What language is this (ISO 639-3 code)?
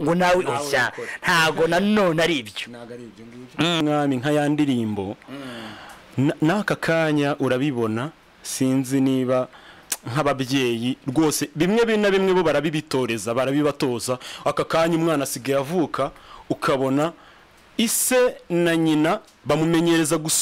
kin